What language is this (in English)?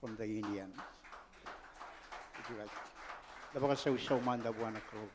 Fijian